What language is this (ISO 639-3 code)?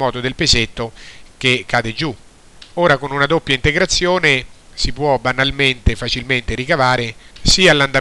ita